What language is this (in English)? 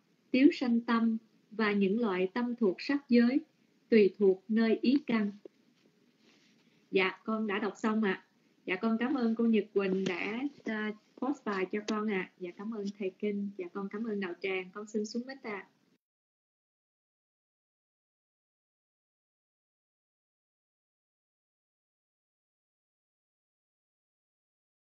Vietnamese